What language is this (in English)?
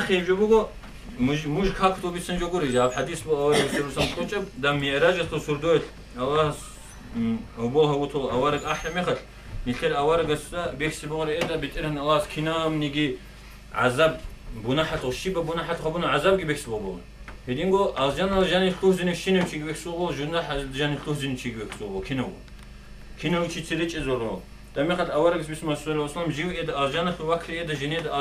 Avaric